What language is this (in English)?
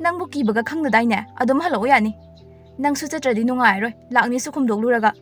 Manipuri